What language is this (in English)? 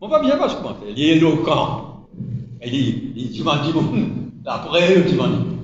Morisyen